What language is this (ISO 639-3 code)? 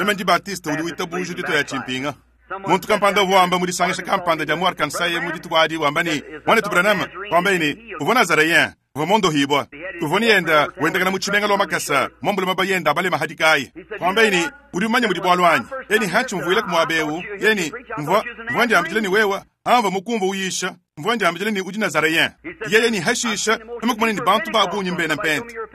lua